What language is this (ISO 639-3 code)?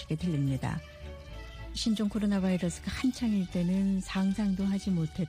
kor